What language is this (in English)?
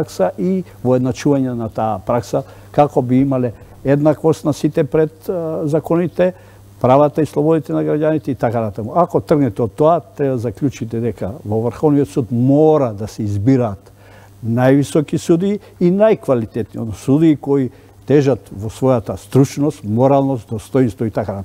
Macedonian